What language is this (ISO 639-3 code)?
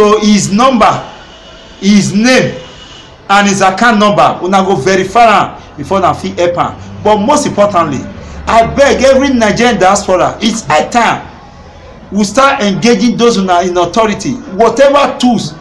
pcm